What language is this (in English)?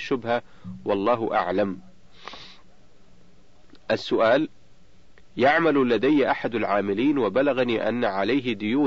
Arabic